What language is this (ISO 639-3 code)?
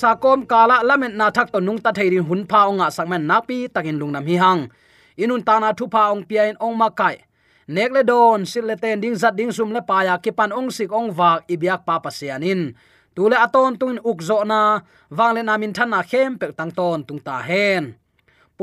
ctd